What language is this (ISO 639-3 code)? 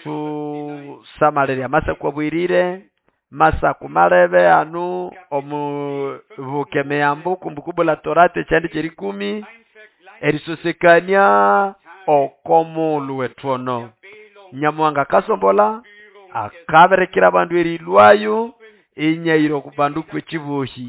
nnb